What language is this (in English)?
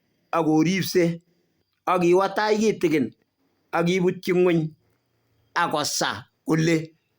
Kalenjin